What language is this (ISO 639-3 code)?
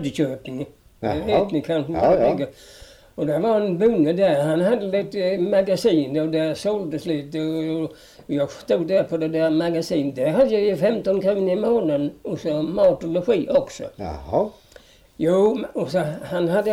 swe